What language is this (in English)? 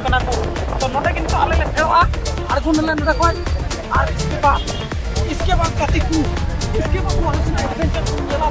Santali